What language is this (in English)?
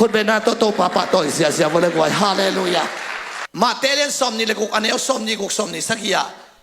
Tedim Chin